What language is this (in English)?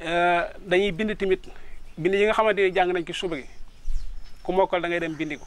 Wolof